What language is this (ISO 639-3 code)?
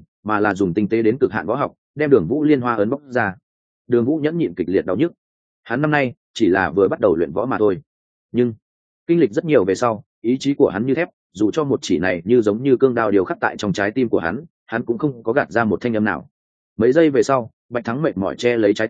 vie